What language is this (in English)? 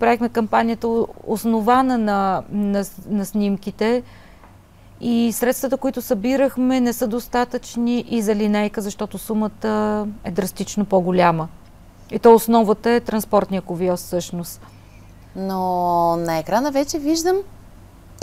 Bulgarian